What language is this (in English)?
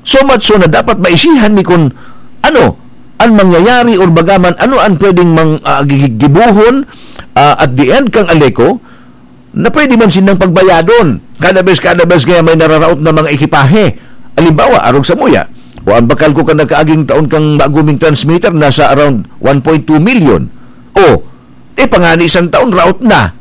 Bikol